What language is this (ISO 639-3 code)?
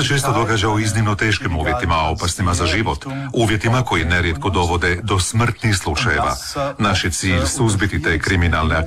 hrv